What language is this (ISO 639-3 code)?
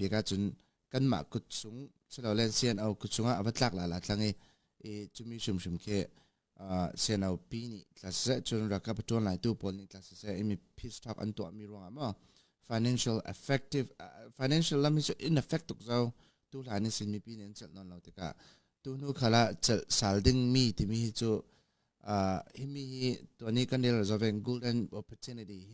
cnh